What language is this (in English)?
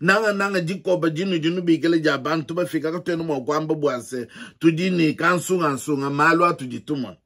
Luba-Lulua